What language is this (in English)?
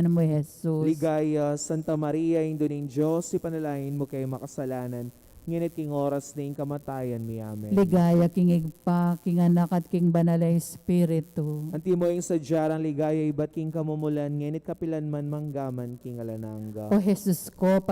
Pampanga